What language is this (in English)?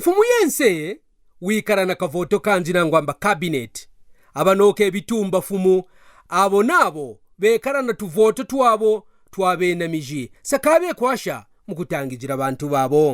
Kaonde